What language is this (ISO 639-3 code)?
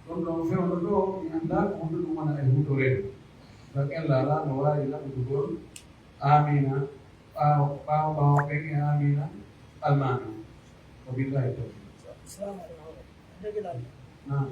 fuf